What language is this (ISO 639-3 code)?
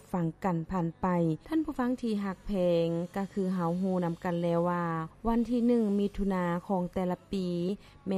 lao